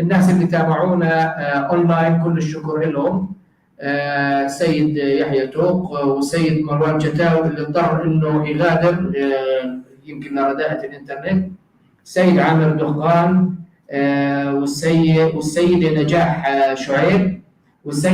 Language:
North Levantine Arabic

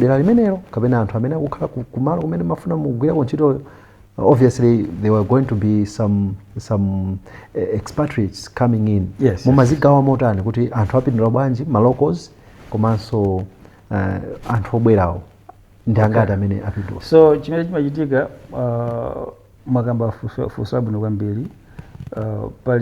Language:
Nyanja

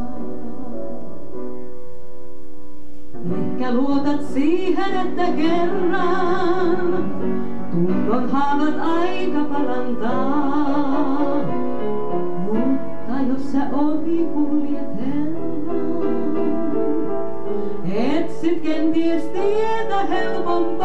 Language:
Finnish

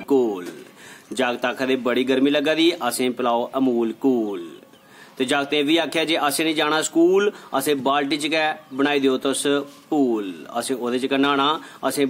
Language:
Dogri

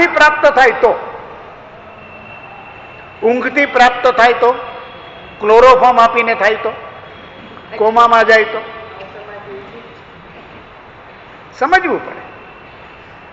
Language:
Gujarati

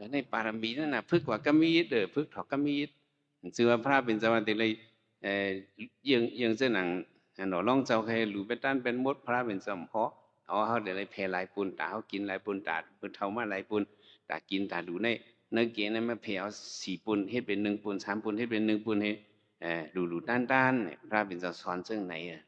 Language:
Shan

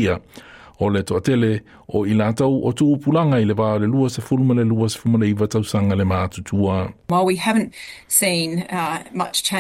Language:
Samoan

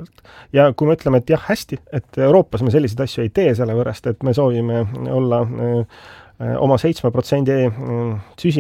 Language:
Estonian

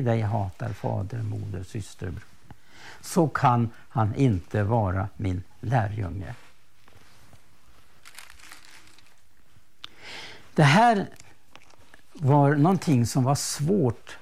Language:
Swedish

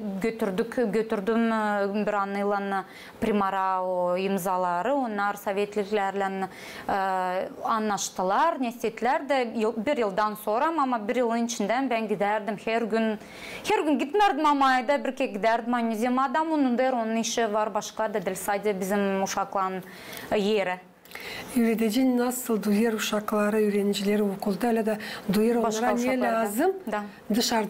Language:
Gagauz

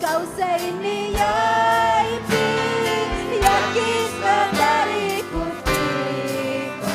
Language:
Ayacucho Quechua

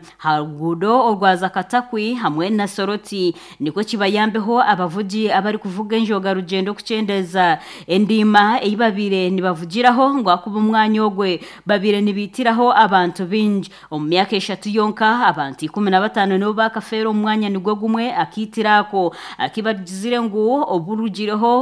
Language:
Nyankole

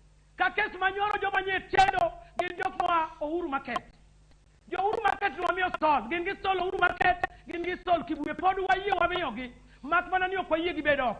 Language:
Luo (Kenya and Tanzania)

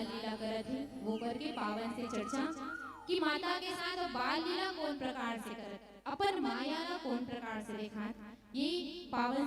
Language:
Chhattisgarhi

